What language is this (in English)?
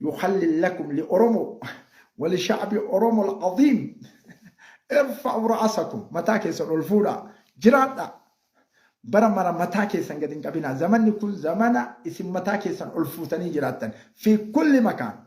Oromo